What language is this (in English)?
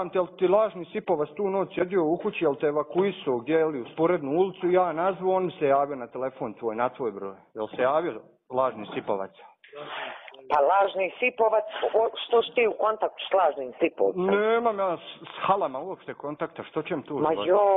Bosnian